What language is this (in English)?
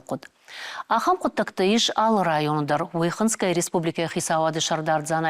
Ossetic